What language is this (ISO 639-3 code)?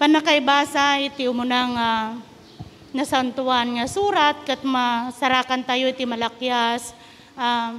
ilo